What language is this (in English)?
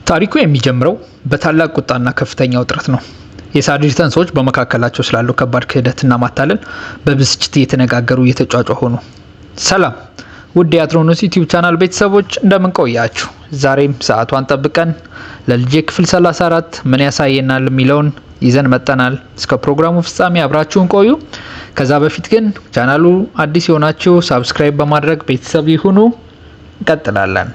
Amharic